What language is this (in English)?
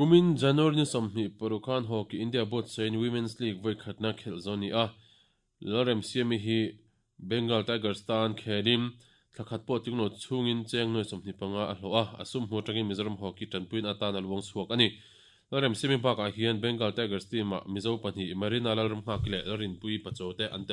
Mizo